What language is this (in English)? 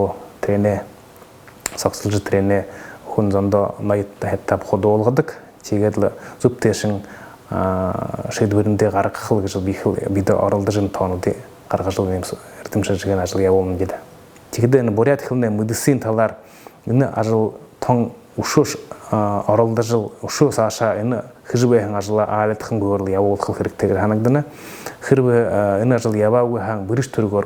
Buriat